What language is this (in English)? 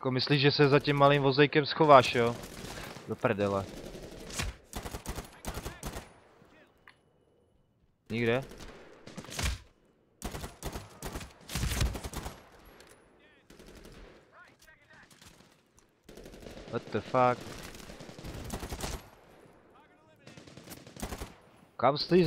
Czech